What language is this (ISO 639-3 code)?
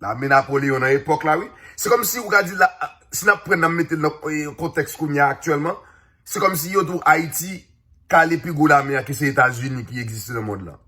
hat